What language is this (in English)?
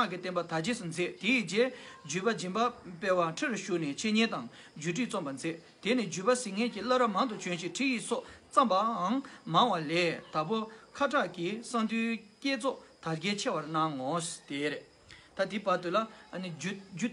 Tibetan